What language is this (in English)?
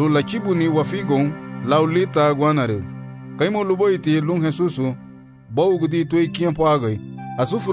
Garifuna